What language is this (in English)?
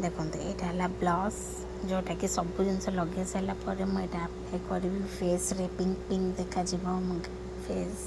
Odia